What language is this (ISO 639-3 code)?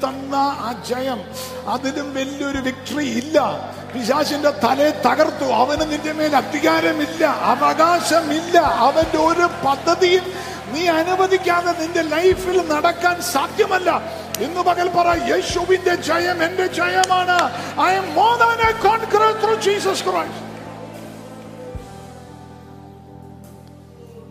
mal